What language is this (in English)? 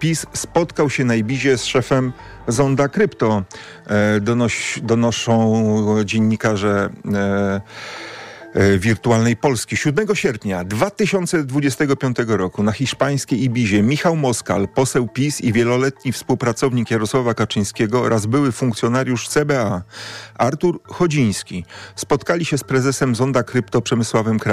Polish